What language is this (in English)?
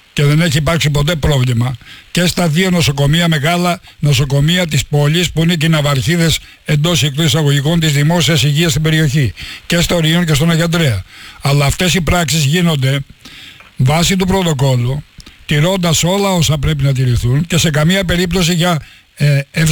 Greek